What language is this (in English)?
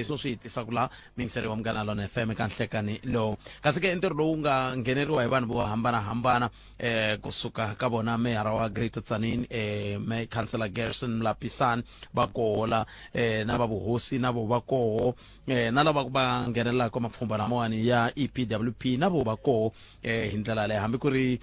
Tsonga